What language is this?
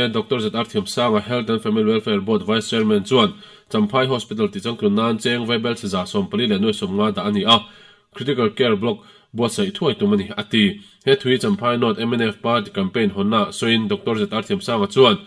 Mizo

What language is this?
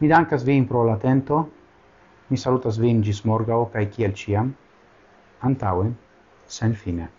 Esperanto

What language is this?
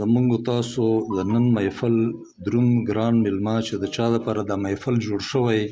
Pashto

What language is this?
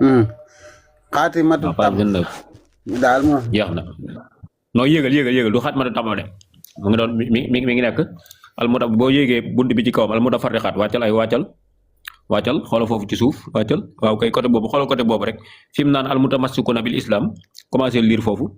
Wolof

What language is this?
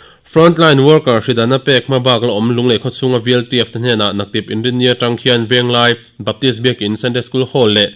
Mizo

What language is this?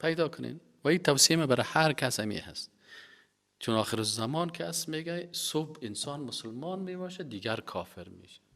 Tajik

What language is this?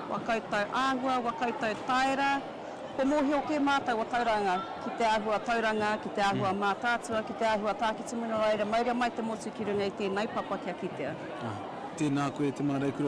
Māori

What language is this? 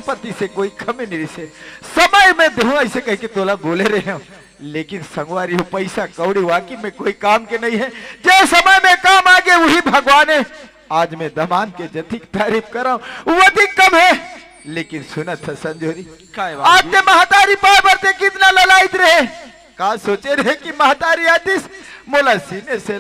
Chhattisgarhi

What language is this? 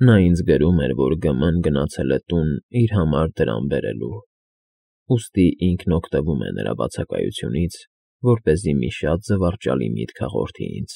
Armenian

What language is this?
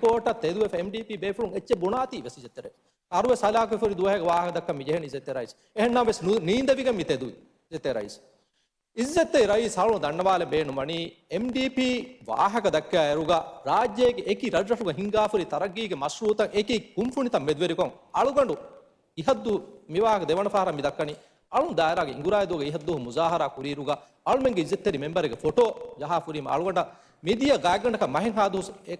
Divehi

